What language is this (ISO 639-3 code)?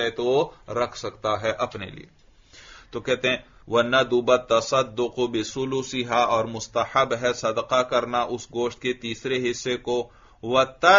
urd